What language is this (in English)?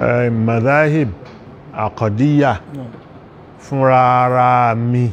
Yoruba